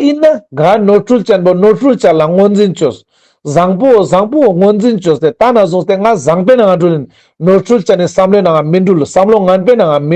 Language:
Ladakhi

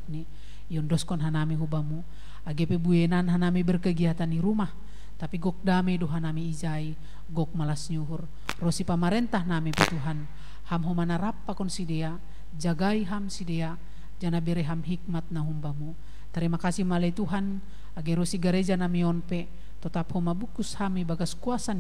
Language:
Batak Simalungun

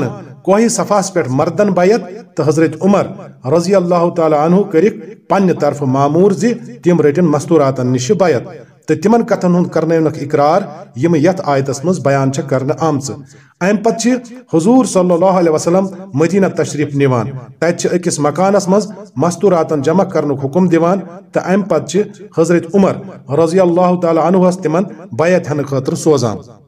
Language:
Kashmiri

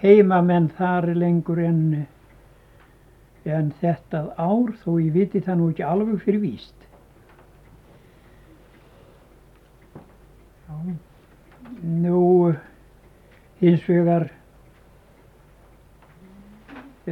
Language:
Icelandic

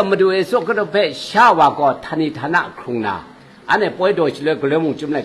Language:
Kachin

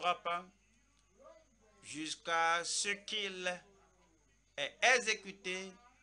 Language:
French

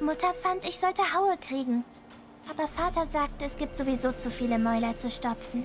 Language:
Swiss German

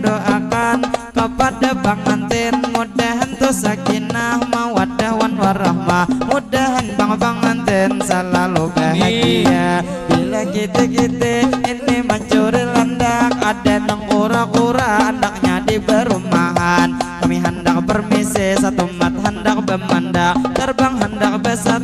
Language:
Banjar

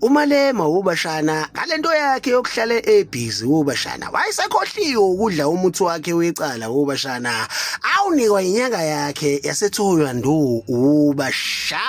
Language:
Zulu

